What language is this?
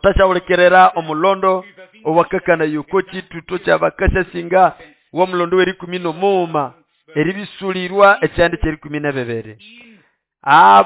Nande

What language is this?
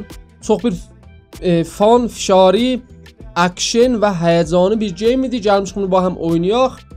South Azerbaijani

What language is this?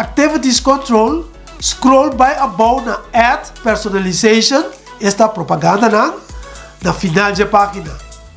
Papiamento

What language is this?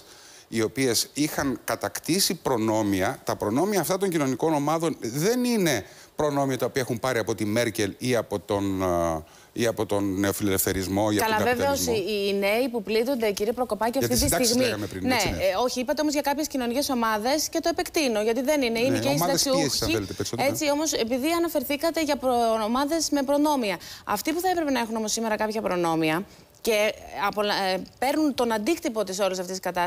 Greek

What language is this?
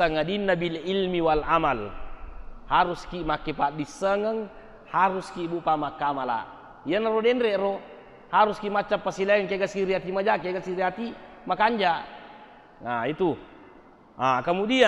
Buginese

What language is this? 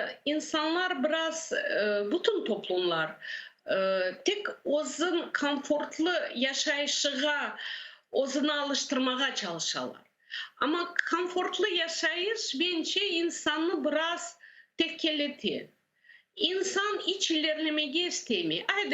Crimean Tatar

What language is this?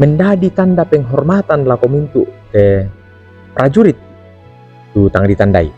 Toraja-Sa'dan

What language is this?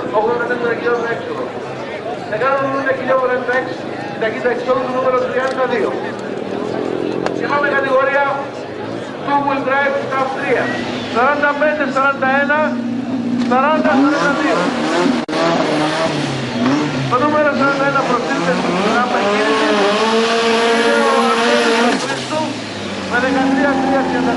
Greek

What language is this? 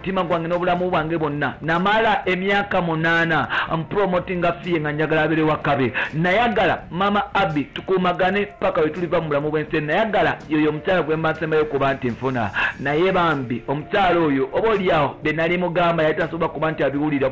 Ganda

